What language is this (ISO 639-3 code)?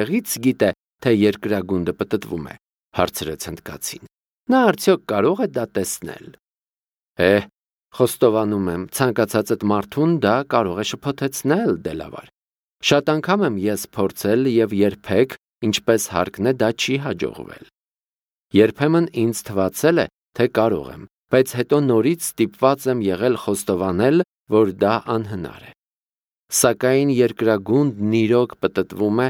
hye